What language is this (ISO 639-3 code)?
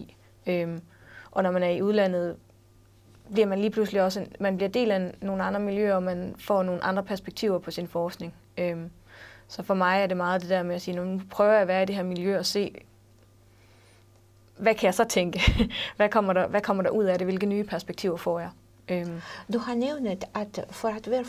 dan